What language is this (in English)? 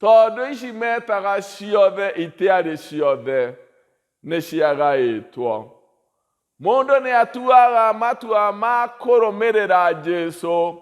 Kikuyu